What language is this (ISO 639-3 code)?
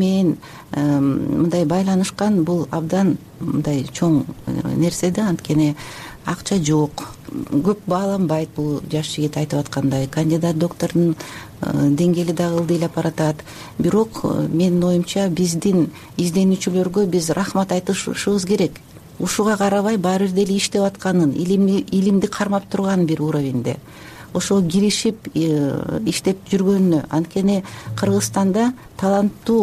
kir